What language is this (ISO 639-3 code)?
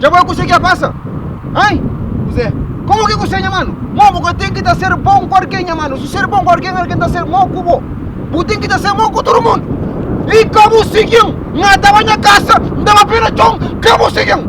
kea